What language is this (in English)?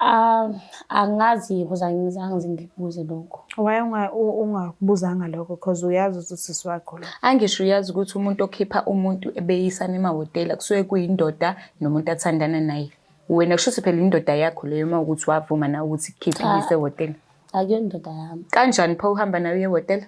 Zulu